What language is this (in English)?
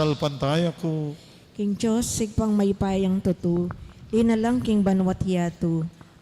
Pampanga